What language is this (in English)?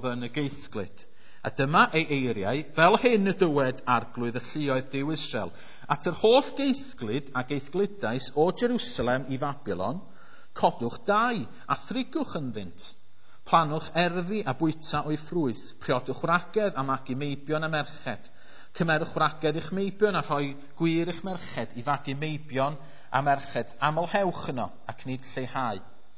Welsh